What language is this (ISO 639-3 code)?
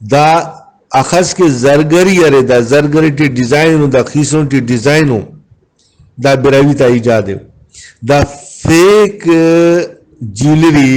brh